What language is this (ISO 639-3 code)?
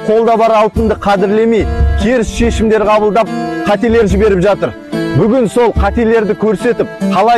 kaz